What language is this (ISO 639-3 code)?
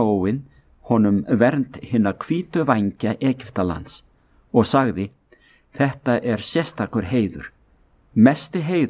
isl